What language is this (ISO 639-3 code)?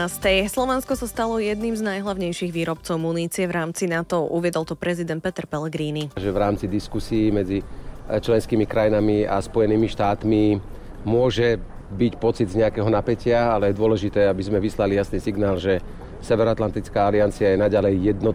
slk